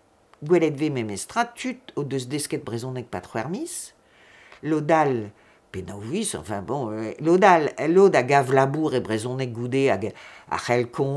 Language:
Breton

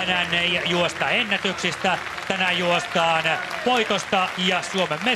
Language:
Finnish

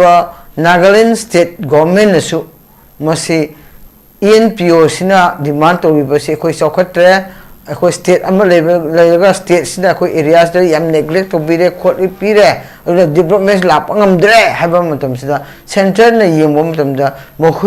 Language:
Manipuri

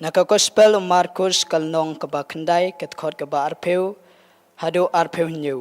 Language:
Khasi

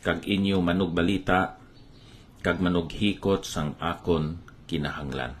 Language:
Hiligaynon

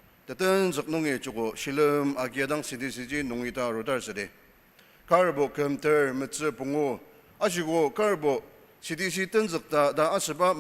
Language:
Ao Naga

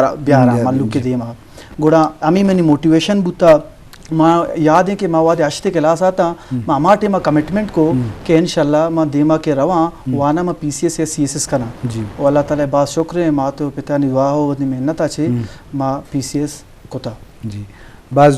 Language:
Eastern Balochi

